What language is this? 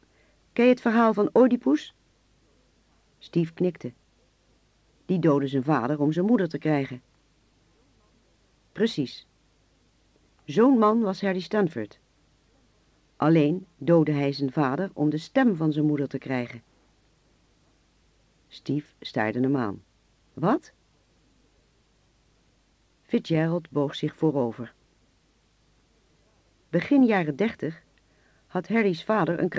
Dutch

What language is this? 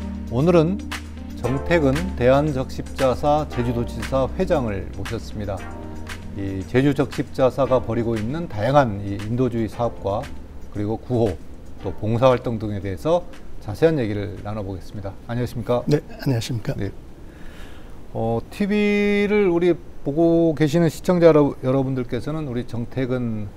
Korean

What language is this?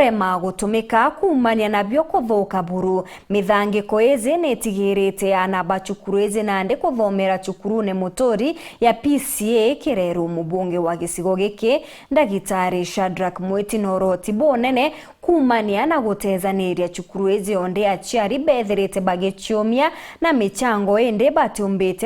Meru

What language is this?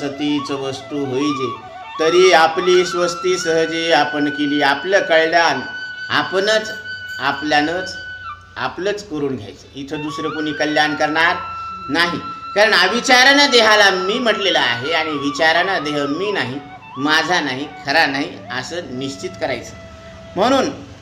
Marathi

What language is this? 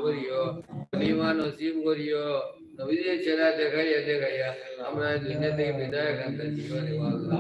Sylheti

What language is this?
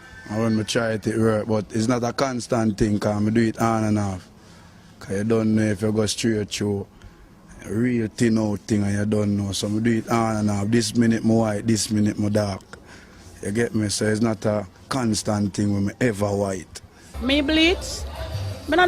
Jamaican Creole English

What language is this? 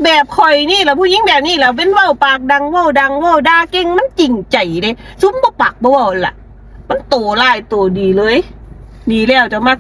Northeastern Thai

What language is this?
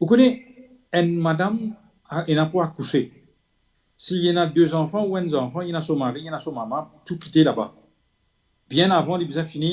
Morisyen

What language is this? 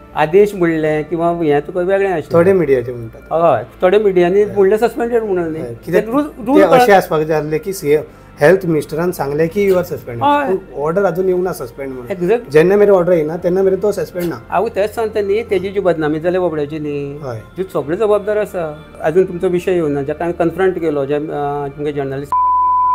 Konkani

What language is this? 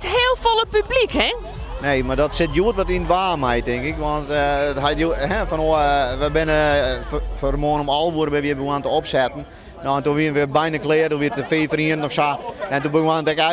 Western Frisian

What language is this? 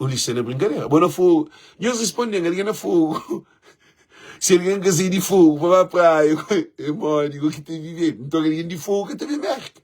Kabuverdianu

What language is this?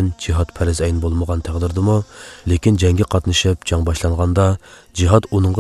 Uyghur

